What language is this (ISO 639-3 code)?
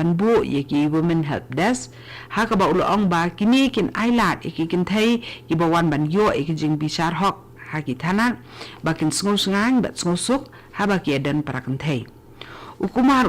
kha